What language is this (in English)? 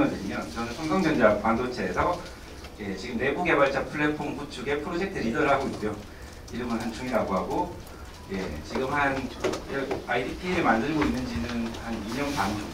Korean